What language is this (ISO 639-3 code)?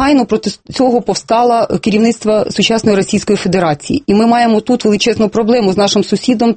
ukr